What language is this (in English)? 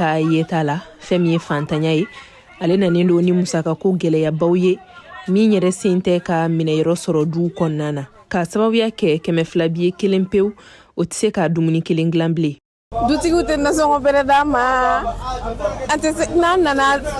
Bambara